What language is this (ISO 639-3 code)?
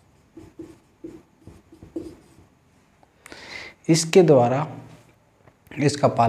hin